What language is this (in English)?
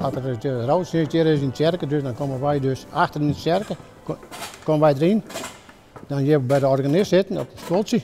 Western Frisian